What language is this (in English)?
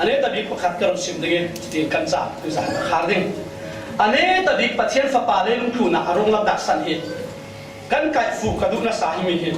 Falam Chin